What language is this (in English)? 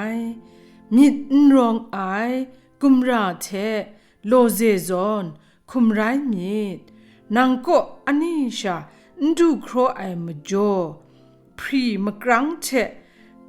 Kachin